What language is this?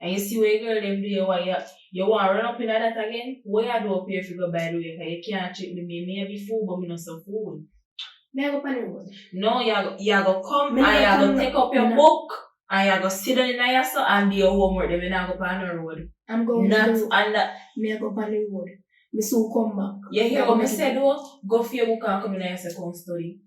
Jamaican Creole English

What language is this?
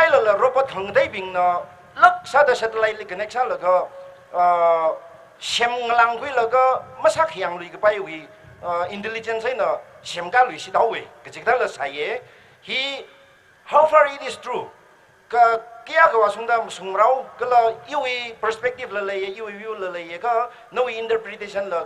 Tangkhul Naga (India)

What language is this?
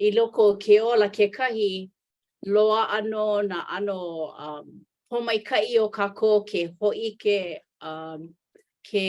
Hawaiian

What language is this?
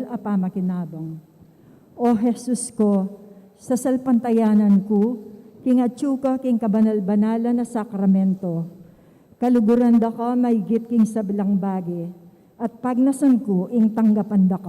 Pampanga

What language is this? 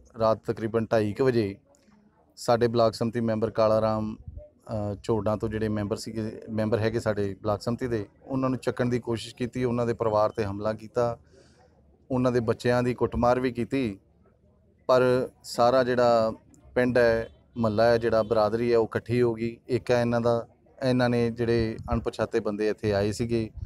Punjabi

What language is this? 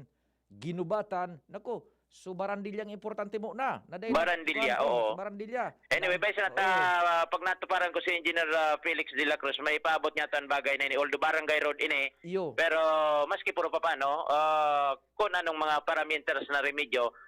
Bikol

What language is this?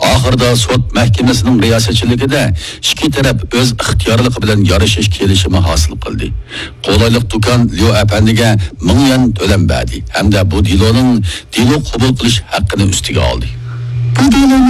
Uyghur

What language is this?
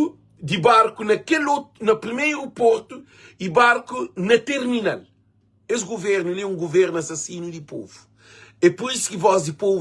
Kabuverdianu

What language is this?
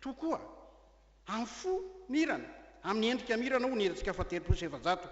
Malagasy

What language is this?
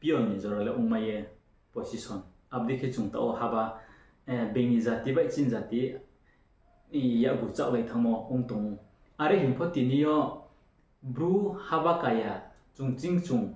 Riang (India)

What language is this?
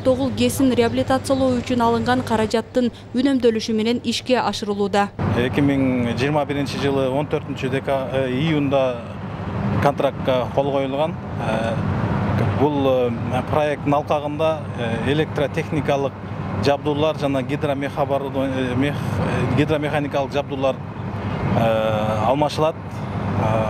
Kyrgyz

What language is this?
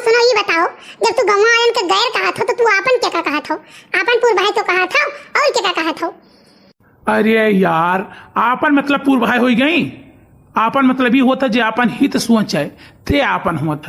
Awadhi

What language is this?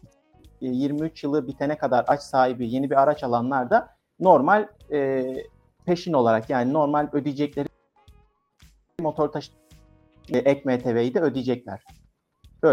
Turkish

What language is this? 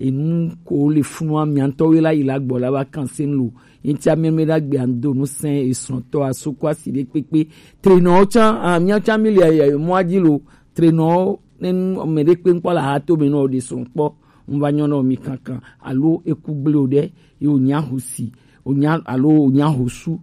Gen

